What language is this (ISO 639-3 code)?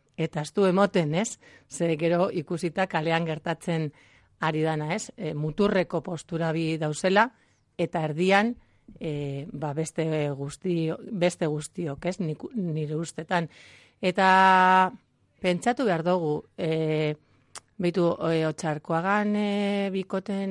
eus